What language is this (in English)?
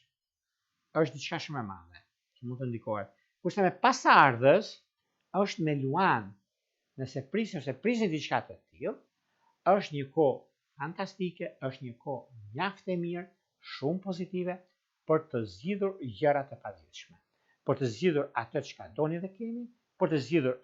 Albanian